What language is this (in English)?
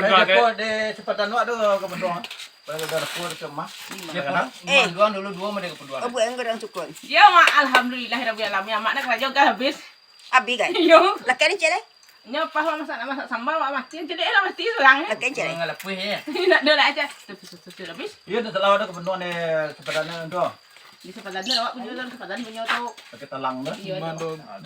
Minangkabau